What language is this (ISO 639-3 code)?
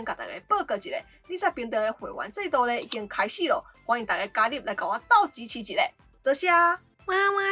nan